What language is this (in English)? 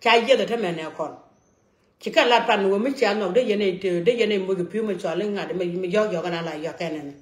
Nuer